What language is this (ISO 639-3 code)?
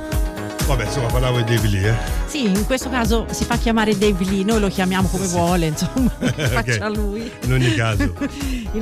ita